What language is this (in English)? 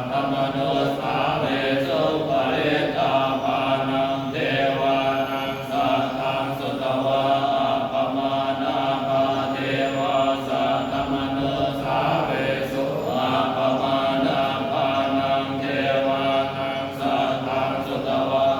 Pali